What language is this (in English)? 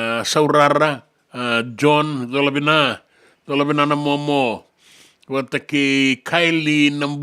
Fijian